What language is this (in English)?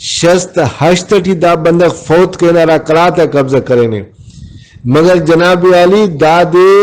Brahui